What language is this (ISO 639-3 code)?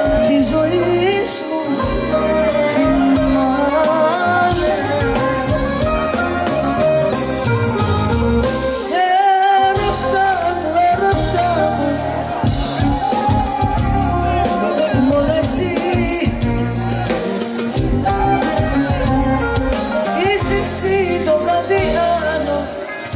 ell